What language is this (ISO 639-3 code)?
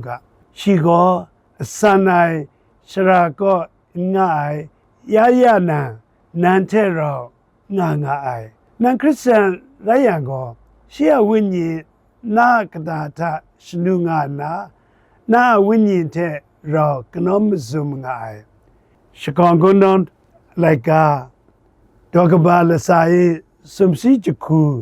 kac